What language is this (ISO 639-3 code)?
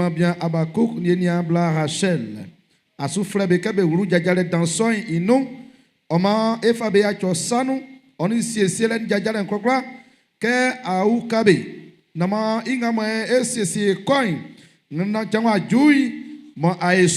bci